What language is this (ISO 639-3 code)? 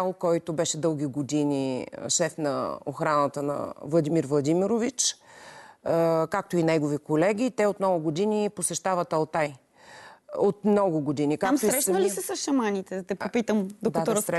bul